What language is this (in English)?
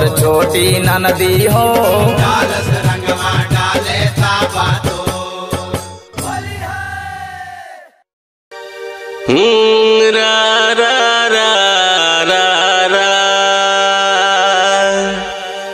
Bhojpuri